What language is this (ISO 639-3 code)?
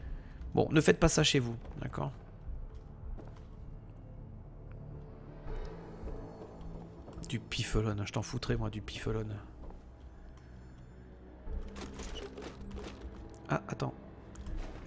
fra